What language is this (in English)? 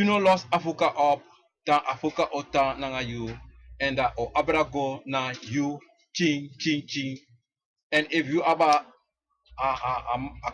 Sranan Tongo